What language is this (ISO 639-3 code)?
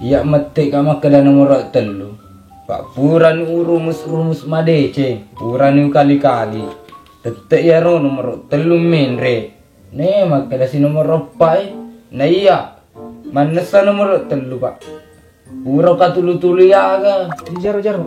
bug